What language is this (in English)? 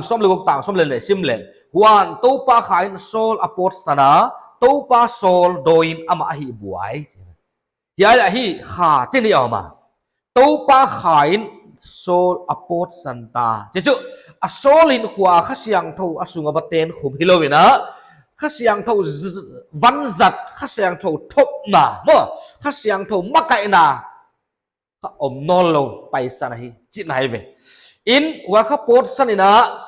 Paite Chin